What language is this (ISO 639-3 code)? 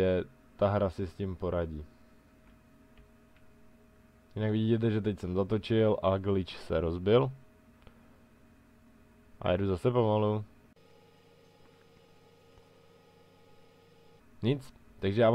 ces